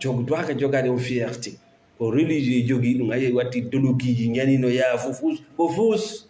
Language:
Fula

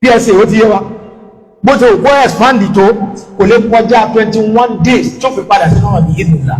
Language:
Yoruba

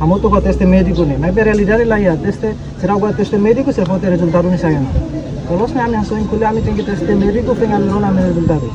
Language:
Tetum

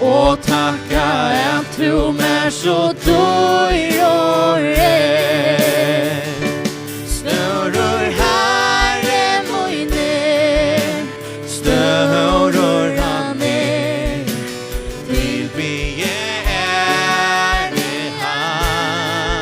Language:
Faroese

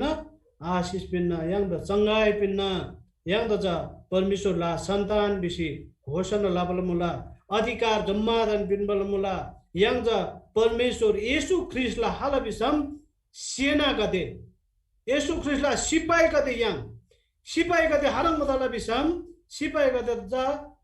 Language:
Eastern Tamang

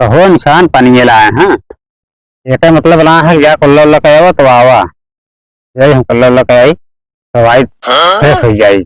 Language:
Awadhi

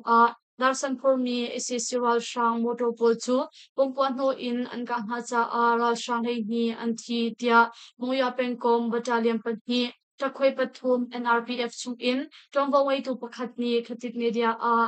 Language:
Hakha Chin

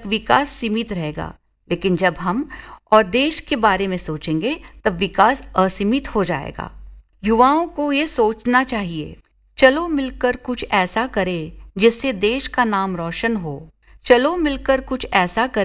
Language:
Hindi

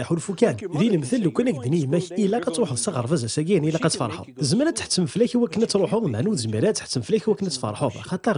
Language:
Kabyle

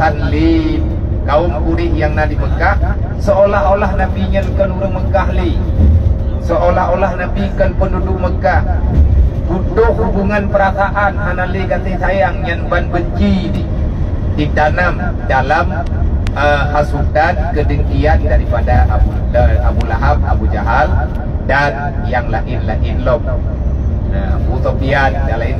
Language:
Achinese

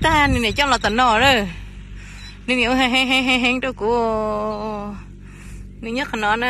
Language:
Hmong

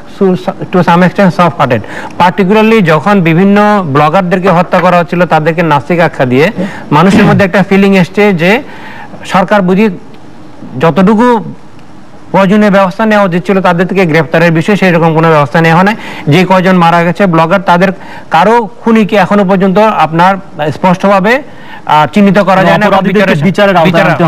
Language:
Bangla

